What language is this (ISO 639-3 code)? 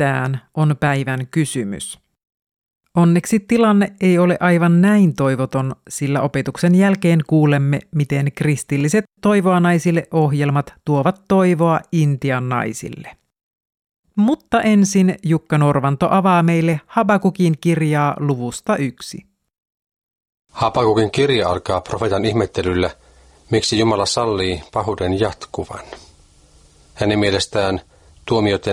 fin